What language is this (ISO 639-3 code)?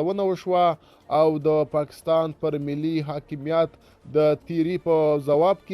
pus